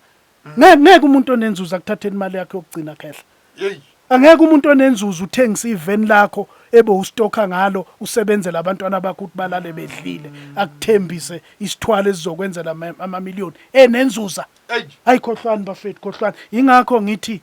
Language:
Zulu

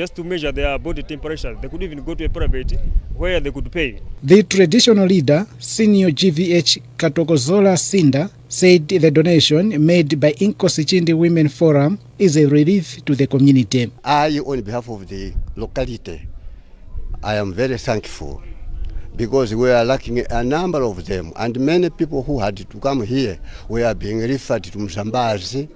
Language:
English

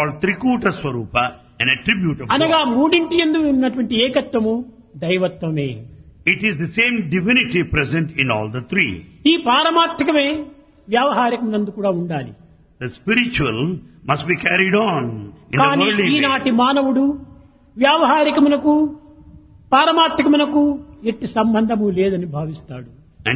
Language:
Telugu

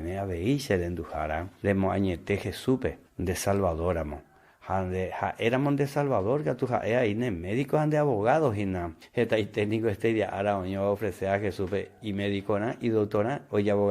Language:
Guarani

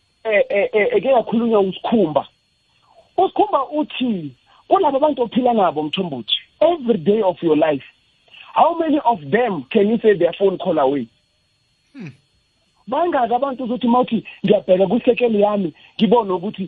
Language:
South Ndebele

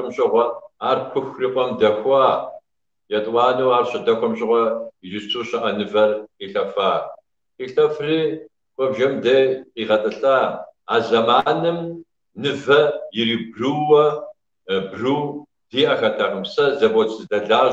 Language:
Kabardian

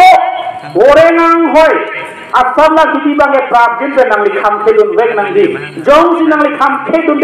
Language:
Karbi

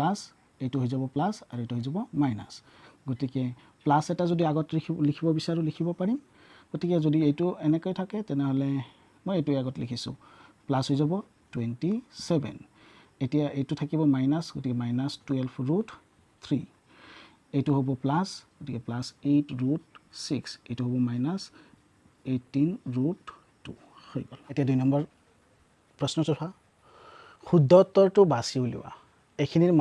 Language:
Assamese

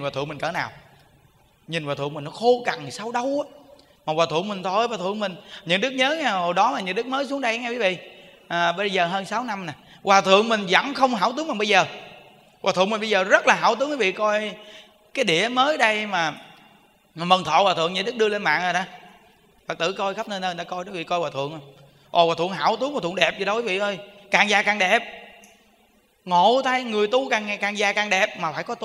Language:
Vietnamese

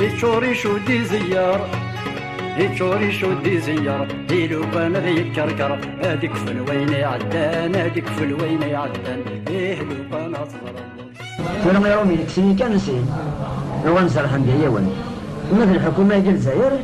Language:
Kabyle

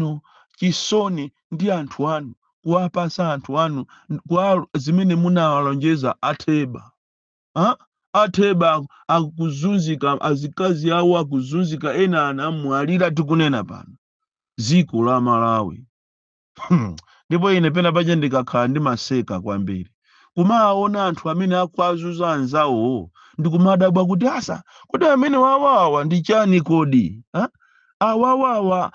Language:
Nyanja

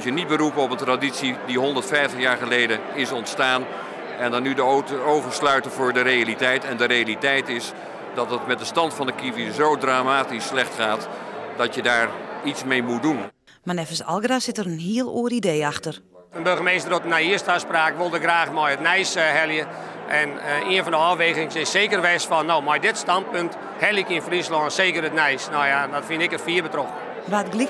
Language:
Western Frisian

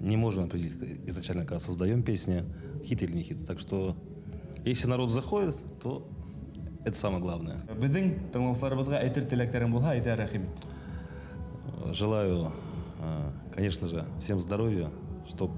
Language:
Bashkir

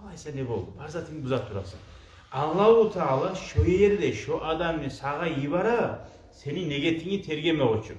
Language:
Kumyk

